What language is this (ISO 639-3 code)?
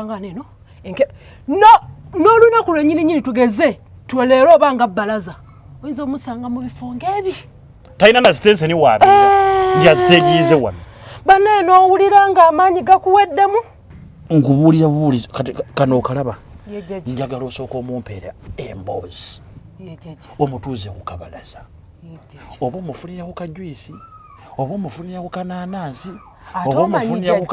lug